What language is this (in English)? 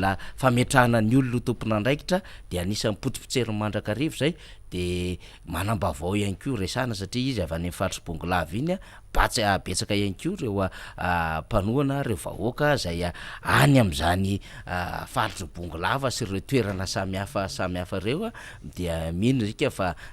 Malagasy